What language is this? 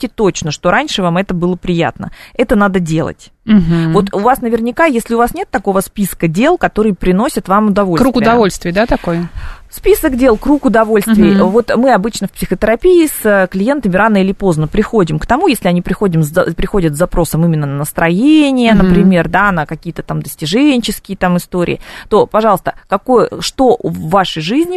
Russian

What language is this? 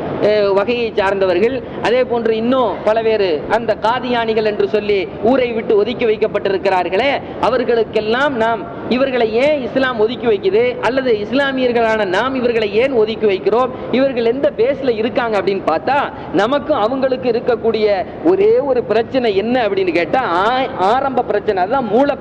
Tamil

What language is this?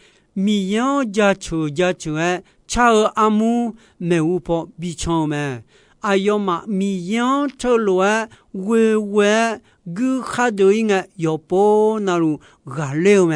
Akha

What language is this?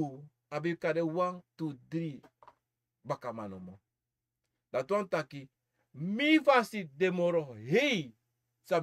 Sranan Tongo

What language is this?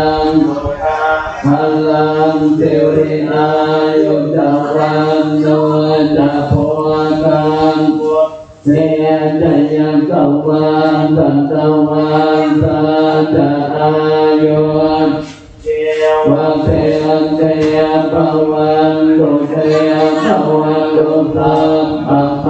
Pali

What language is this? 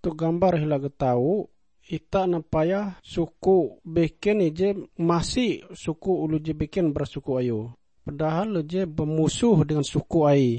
Ngaju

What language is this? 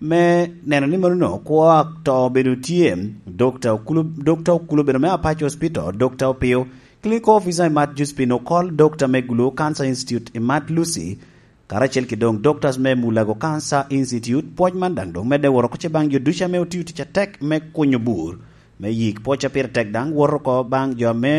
Lango (Uganda)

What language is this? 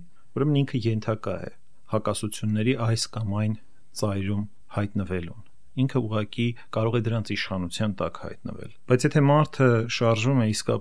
Armenian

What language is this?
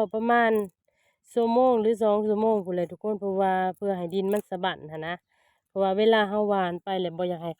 Lao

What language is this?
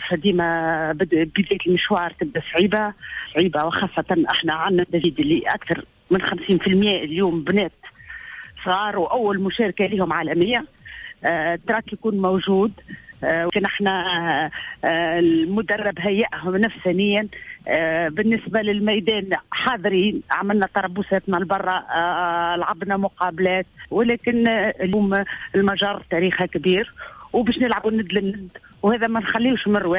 Tunisian Arabic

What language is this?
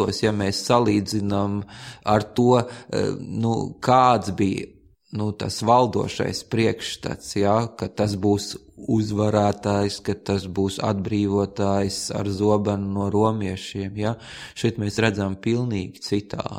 Latvian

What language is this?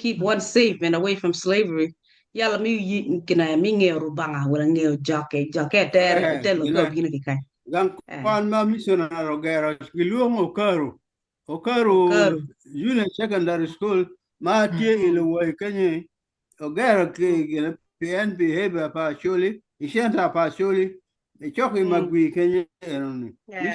Acoli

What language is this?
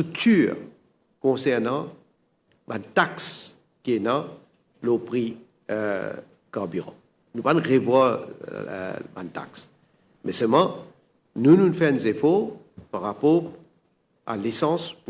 Morisyen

